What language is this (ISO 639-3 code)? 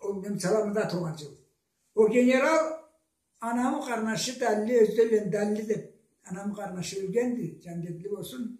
krc